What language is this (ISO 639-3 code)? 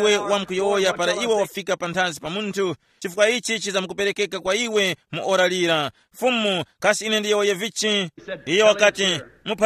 tum